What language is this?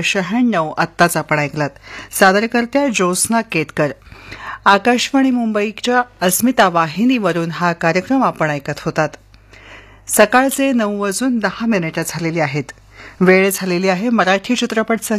Marathi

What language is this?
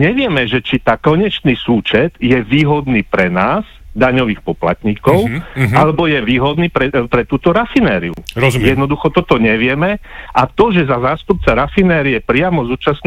Slovak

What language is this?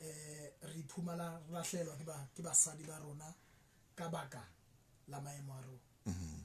Southern Sotho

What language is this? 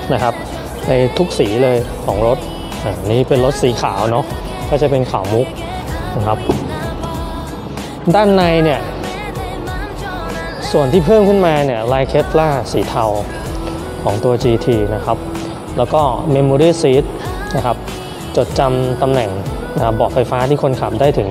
Thai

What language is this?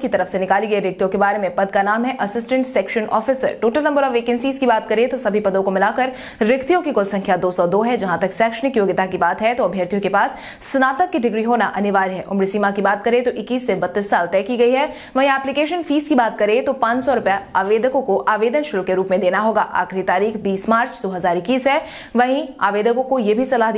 Hindi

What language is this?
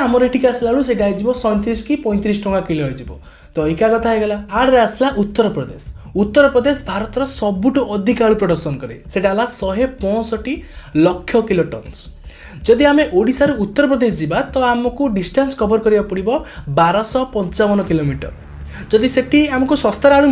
Odia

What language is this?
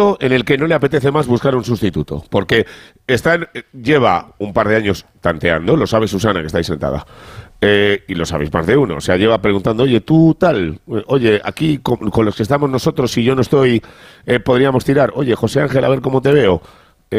Spanish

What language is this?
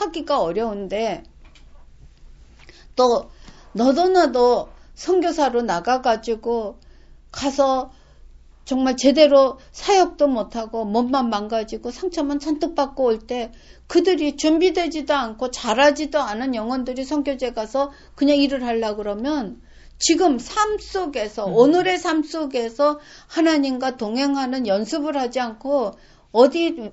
Korean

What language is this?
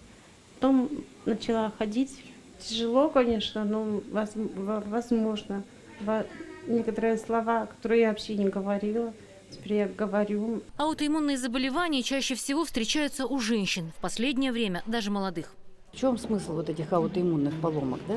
Russian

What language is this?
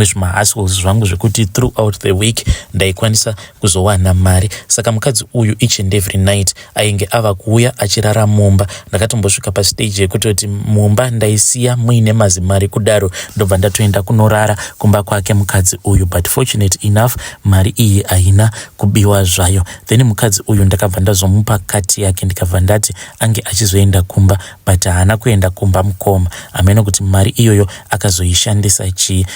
Shona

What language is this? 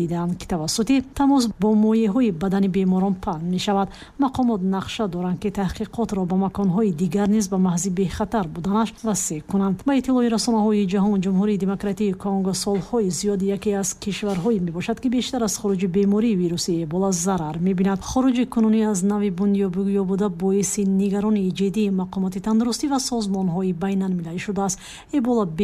Tajik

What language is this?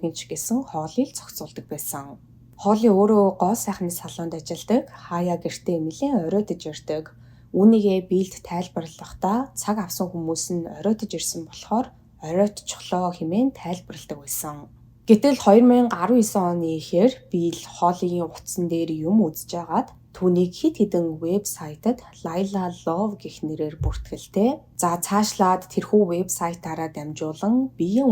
Mongolian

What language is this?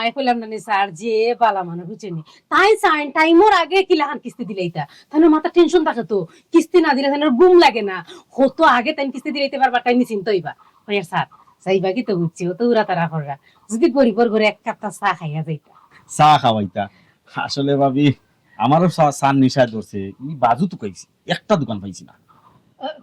Sylheti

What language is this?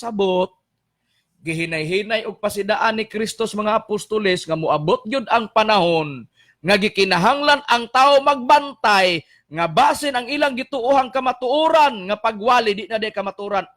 Cebuano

